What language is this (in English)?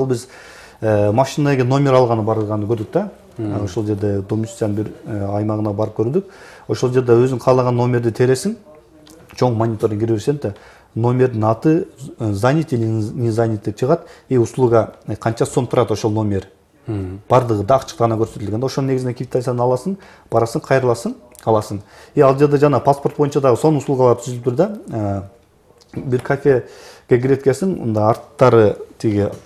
Kyrgyz